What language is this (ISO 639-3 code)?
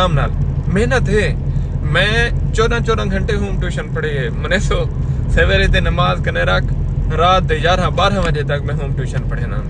skr